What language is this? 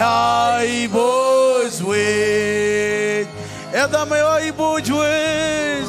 Marshallese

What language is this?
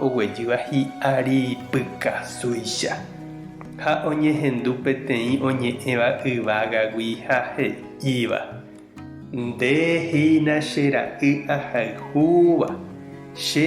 Guarani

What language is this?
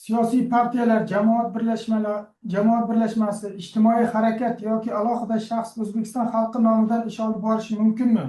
Uzbek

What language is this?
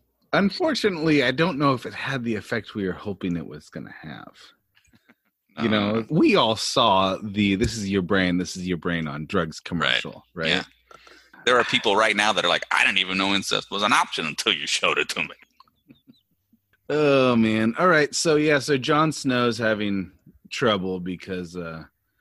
English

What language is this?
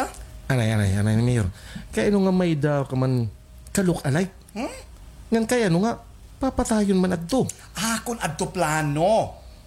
Waray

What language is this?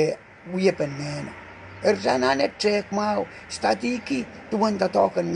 Pohnpeian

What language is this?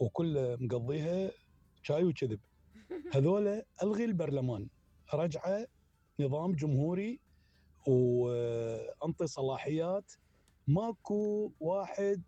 Mesopotamian Arabic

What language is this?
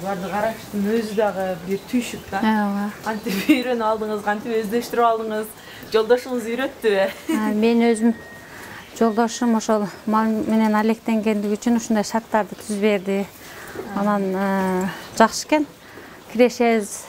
Kyrgyz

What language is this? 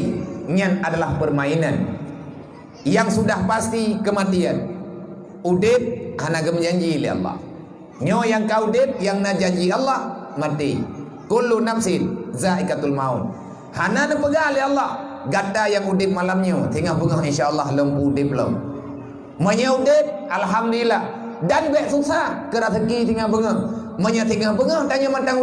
Achinese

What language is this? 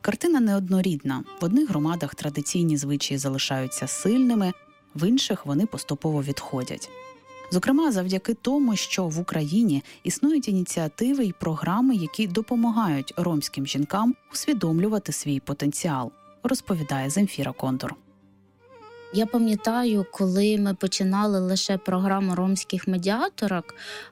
Ukrainian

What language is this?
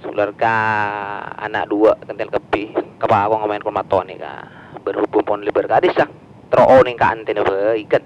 Madurese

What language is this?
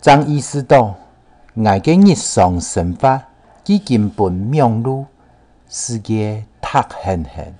Hakka Chinese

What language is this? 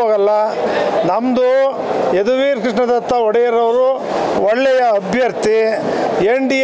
Kannada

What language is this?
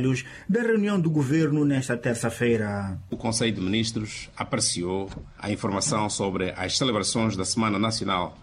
Portuguese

